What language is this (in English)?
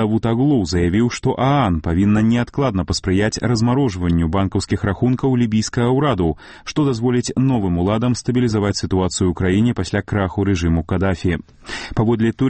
Belarusian